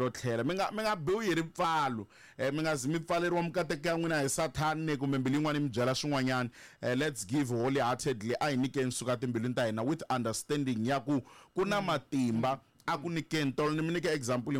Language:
Tsonga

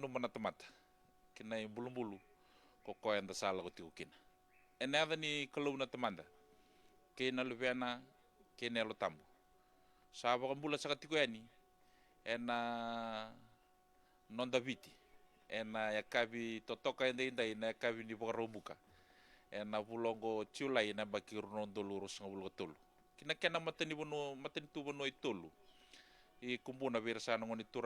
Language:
Fijian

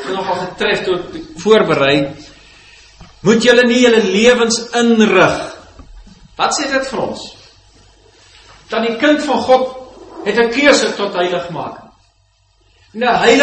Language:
Afrikaans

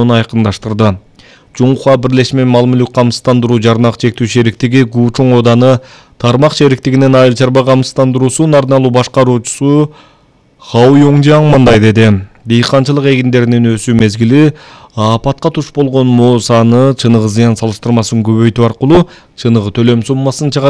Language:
Kyrgyz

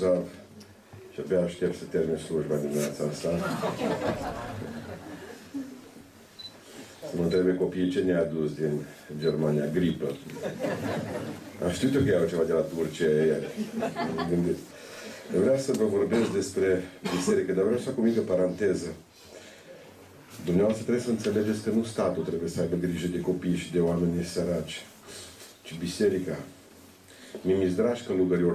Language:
Romanian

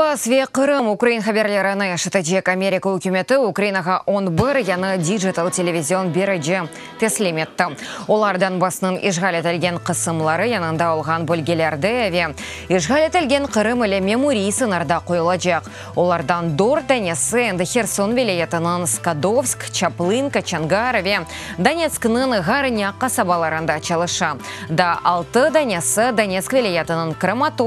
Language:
Crimean Tatar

